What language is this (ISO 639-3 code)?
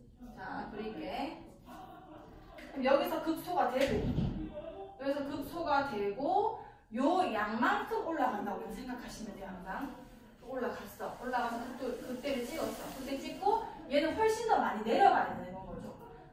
kor